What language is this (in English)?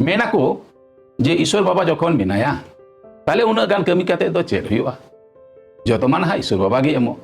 Santali